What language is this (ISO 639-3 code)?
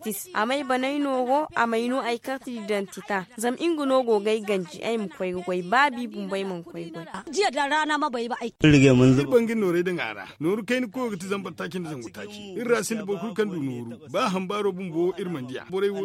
dje